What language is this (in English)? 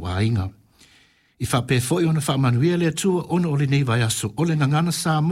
Samoan